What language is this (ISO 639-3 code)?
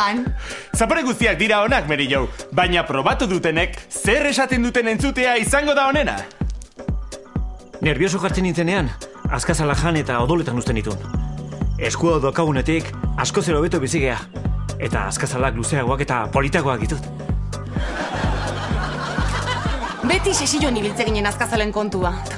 eus